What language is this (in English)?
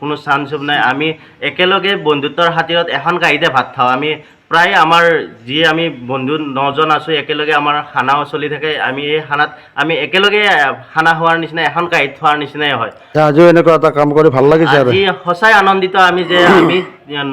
Assamese